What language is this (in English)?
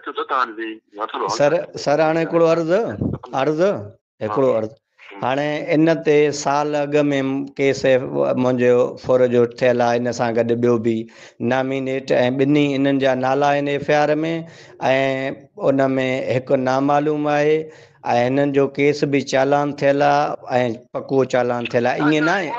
Sindhi